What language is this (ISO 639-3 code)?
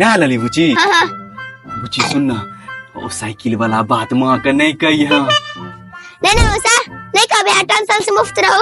mai